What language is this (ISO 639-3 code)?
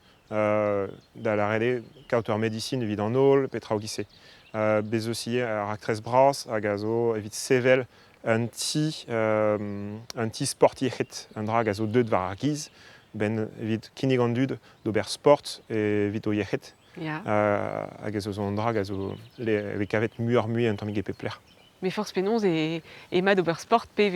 bre